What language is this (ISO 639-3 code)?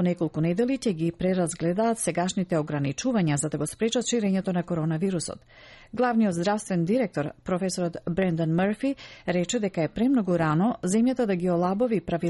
mkd